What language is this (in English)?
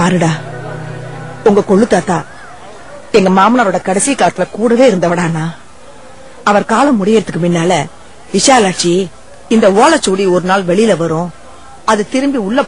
Tamil